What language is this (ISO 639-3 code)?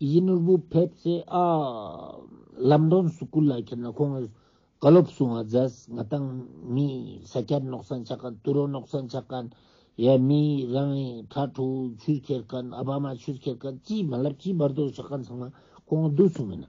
lbj